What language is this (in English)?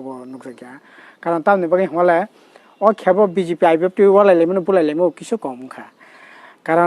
Kok Borok